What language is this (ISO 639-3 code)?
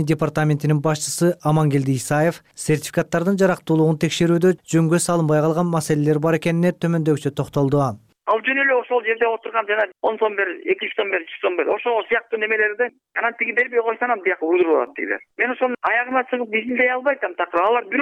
kir